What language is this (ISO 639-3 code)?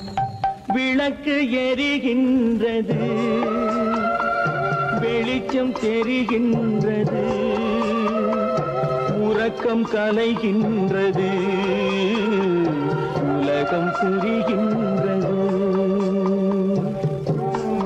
tam